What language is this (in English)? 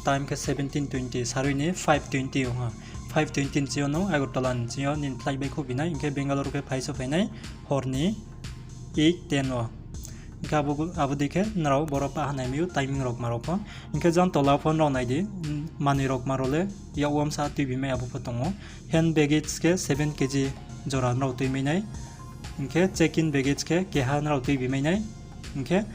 Riang (India)